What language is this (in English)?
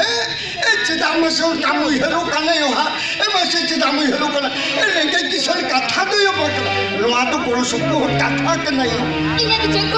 Santali